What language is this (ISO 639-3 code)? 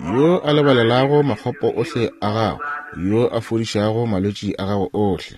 nso